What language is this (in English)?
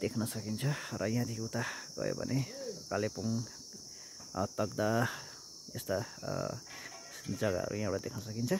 Nepali